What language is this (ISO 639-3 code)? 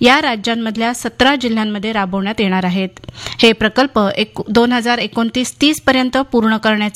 mar